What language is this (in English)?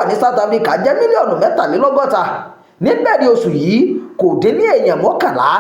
Yoruba